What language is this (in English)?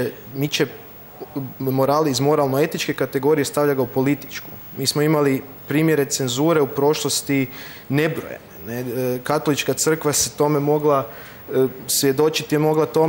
Croatian